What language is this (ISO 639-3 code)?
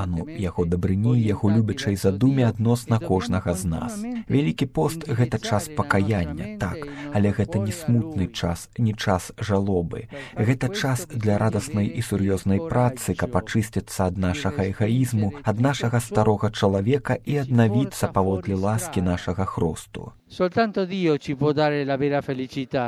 bel